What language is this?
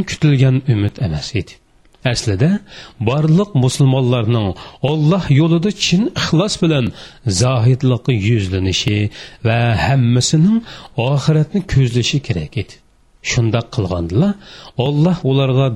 Uyghur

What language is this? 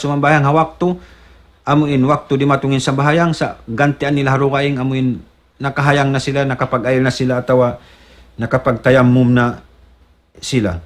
Tausug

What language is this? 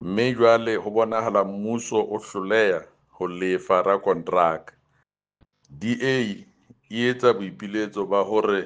Southern Sotho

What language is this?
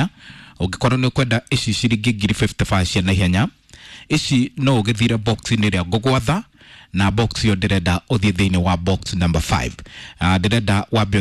Kikuyu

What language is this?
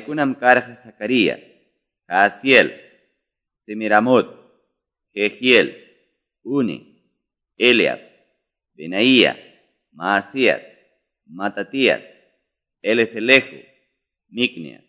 Quechua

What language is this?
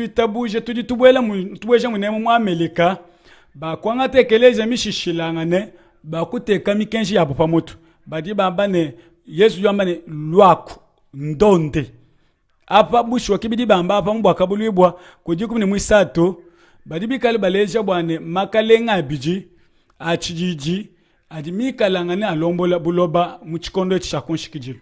Luba-Lulua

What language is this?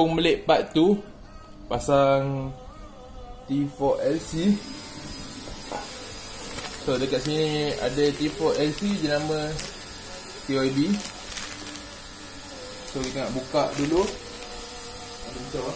Malay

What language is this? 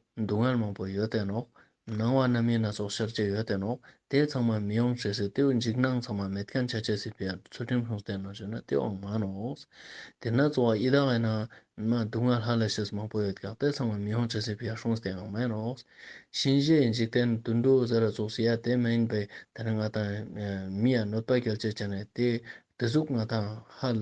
Ladakhi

